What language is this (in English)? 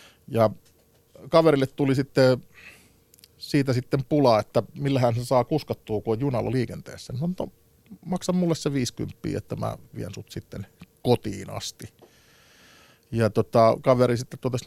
Finnish